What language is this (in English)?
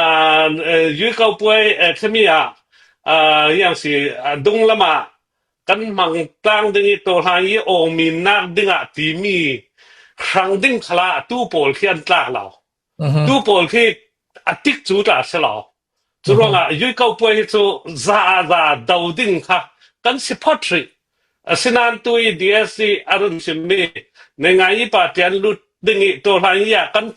Hakha Chin